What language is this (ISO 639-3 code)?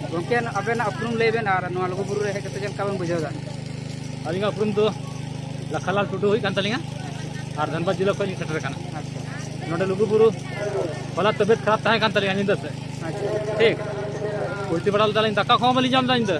sat